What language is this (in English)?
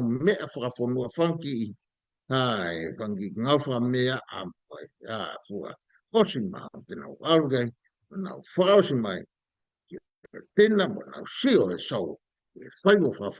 Tongan